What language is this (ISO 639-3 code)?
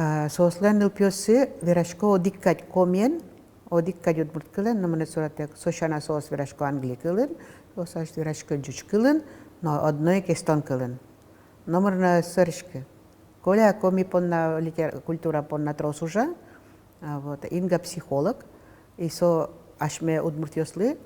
udm